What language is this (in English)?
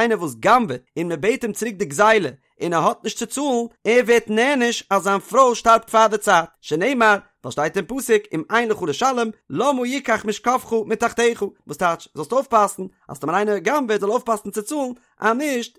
Yiddish